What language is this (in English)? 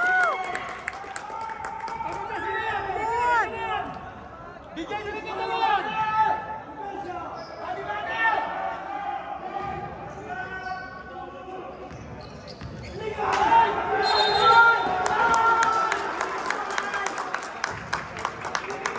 Filipino